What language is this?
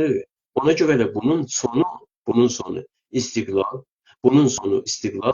South Azerbaijani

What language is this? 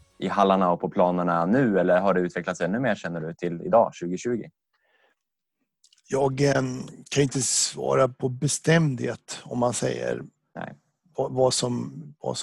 Swedish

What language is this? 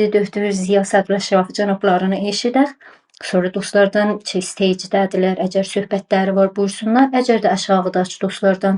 South Azerbaijani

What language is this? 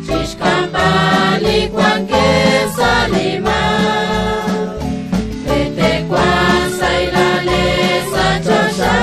Kekchí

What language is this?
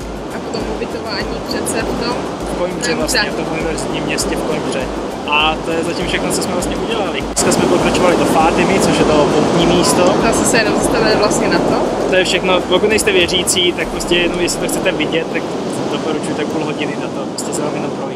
Czech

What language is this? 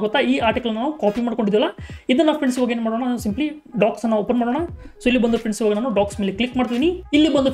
Kannada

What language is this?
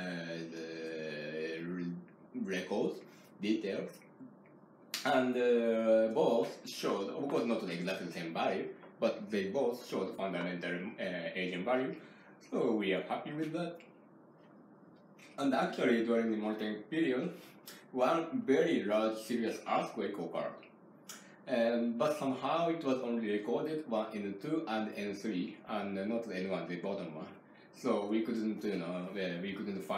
English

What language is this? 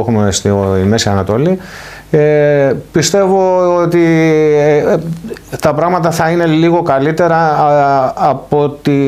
Greek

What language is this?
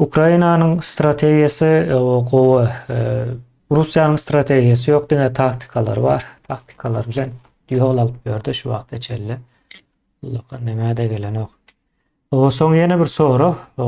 Turkmen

